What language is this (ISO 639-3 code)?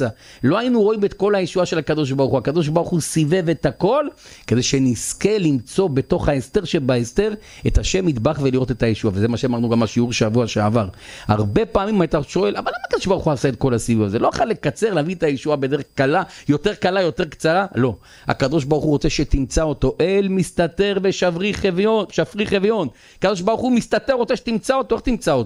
heb